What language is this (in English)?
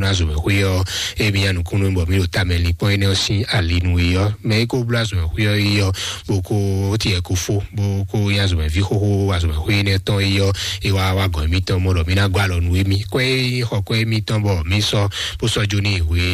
Fon